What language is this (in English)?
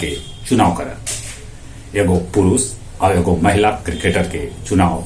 Magahi